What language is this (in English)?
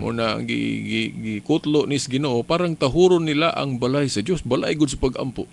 Cebuano